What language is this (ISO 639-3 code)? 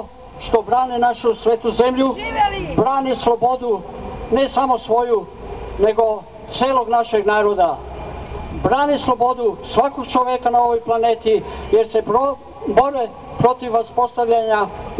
srp